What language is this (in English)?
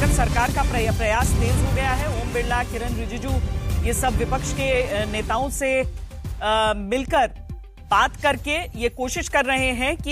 Hindi